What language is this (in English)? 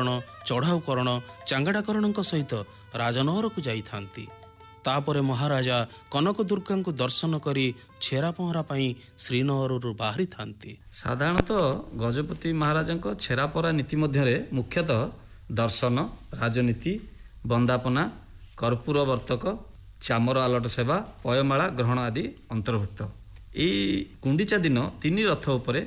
Odia